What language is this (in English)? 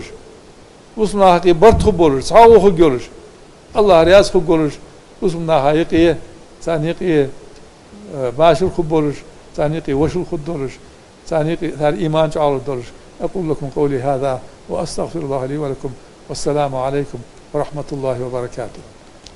Ingush